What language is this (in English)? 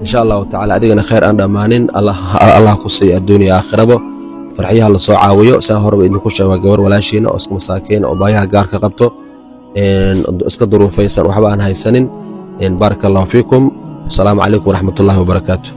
Somali